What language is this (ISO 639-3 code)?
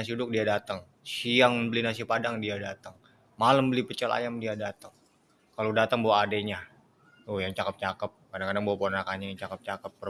bew